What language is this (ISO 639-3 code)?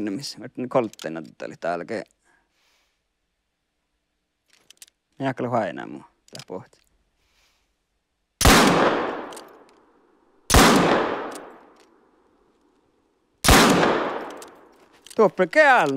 fin